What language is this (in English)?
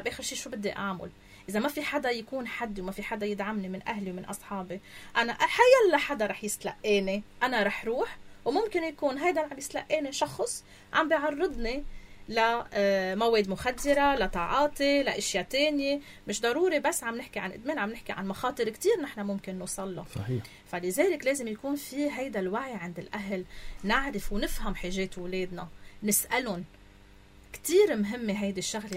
North Levantine Arabic